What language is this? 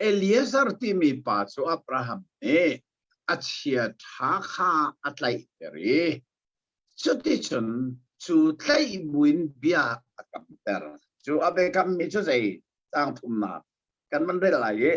Hakha Chin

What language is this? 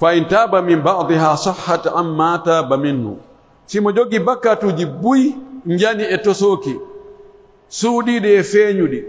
Pular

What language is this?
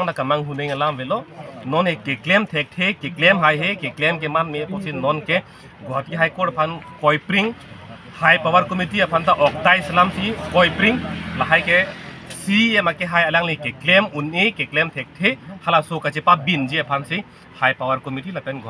Karbi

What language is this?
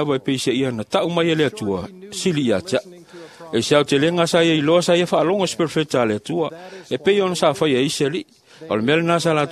Samoan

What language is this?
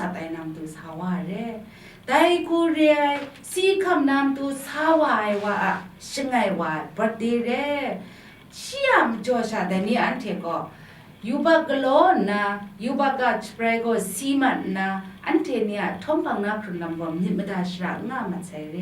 Kachin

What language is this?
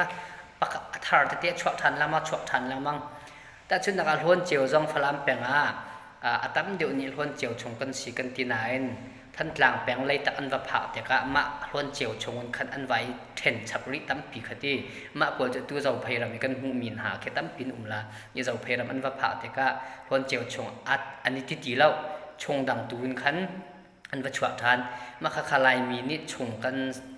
Falam Chin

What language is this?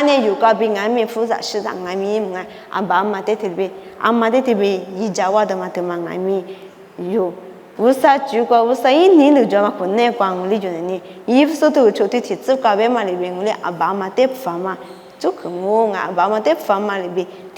Lisu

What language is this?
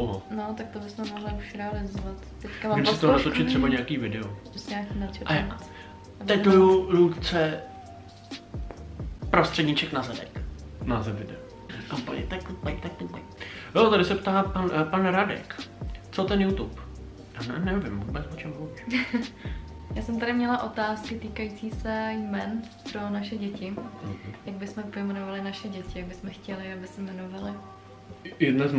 Czech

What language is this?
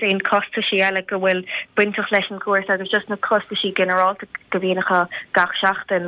Irish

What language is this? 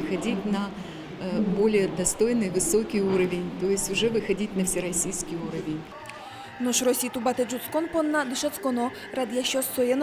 Udmurt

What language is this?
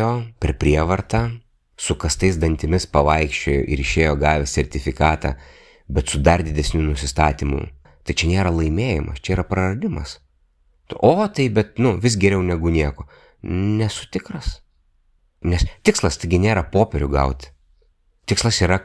Lithuanian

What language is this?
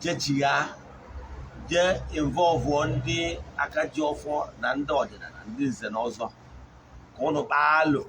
Igbo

